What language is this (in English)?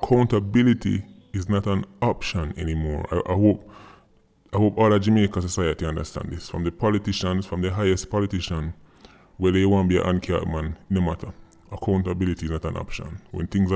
Jamaican Creole English